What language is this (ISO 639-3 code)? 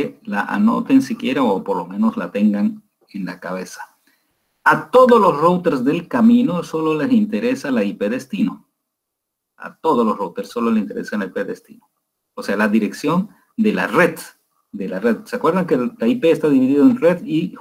spa